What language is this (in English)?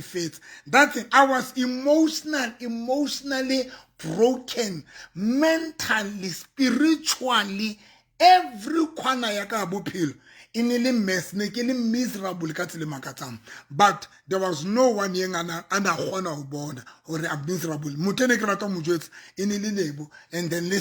Southern Sotho